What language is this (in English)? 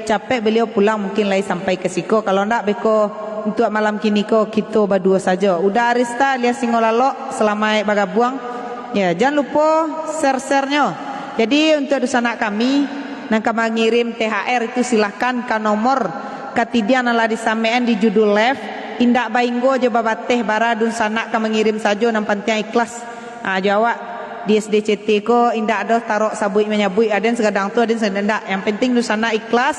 Minangkabau